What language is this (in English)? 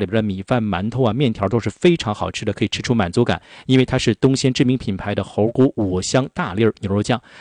Chinese